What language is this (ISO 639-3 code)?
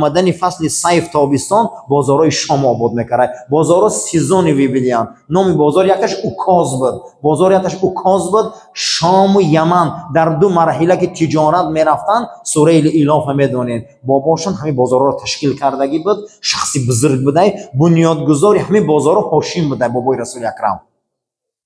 fas